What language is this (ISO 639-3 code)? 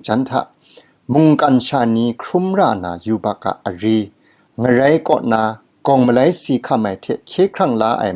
kac